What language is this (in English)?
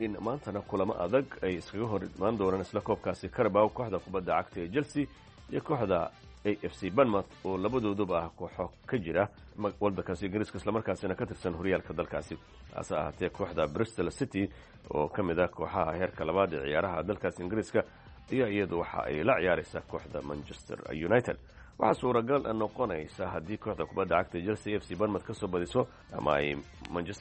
Somali